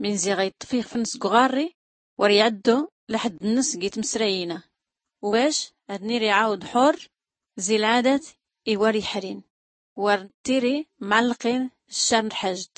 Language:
Tachelhit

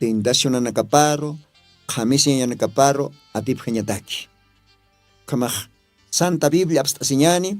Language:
Aymara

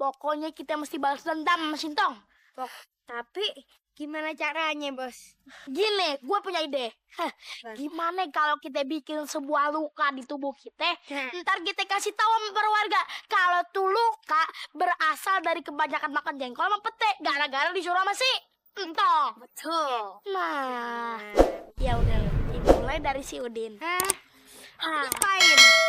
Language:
Betawi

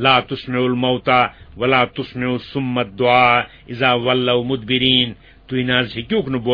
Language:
Kashmiri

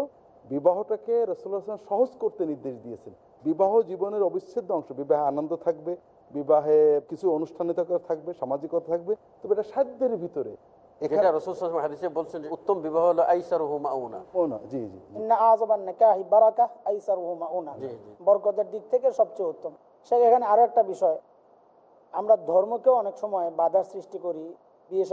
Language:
Bangla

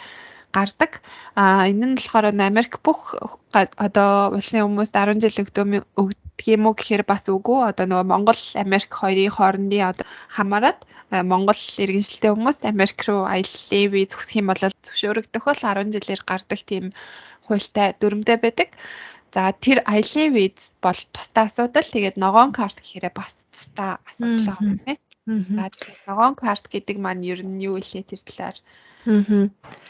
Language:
Mongolian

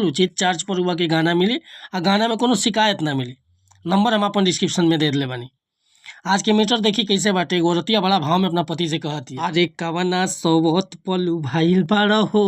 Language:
Bhojpuri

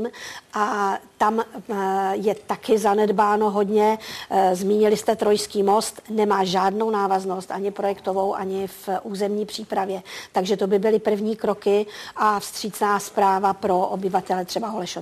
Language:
Czech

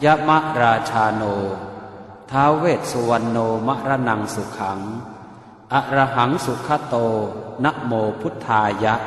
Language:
Pali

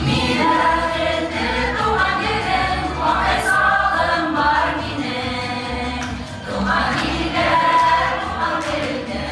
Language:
Bashkir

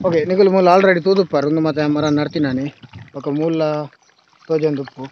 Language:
Tulu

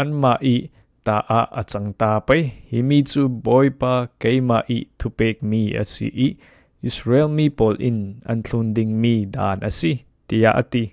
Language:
Falam Chin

